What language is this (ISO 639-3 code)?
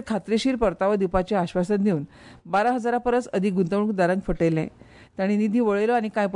kok